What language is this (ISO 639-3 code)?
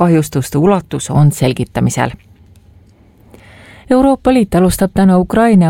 est